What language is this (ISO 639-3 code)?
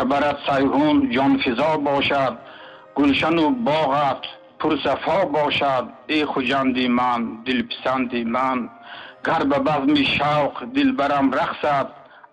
tgk